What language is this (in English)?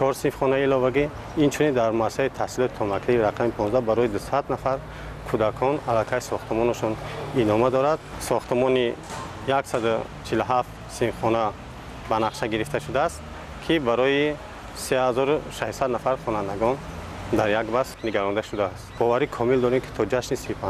Tajik